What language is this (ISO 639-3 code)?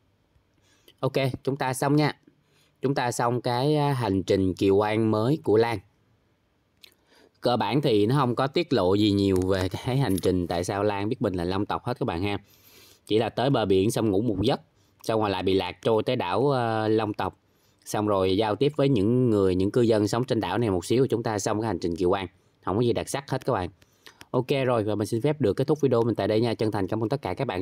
vie